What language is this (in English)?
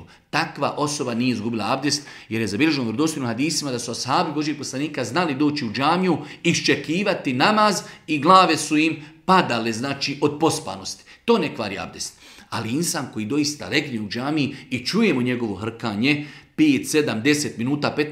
Bosnian